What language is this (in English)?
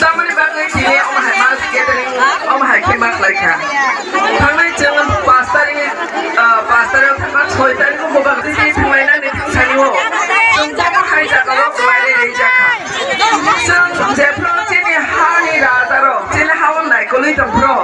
Kok Borok